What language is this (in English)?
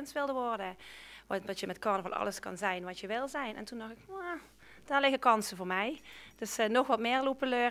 Limburgish